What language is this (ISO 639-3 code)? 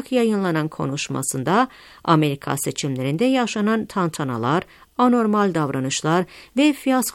tur